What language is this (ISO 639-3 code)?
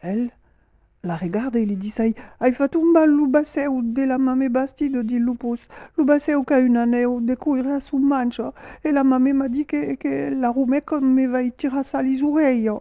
oci